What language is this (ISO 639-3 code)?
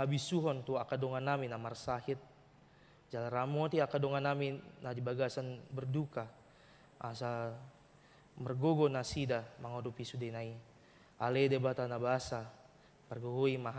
bbc